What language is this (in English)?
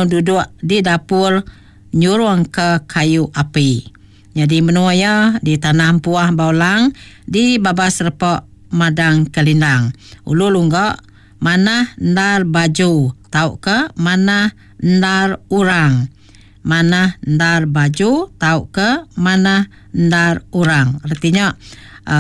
Iban